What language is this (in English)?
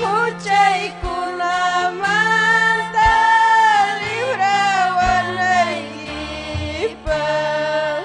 Ayacucho Quechua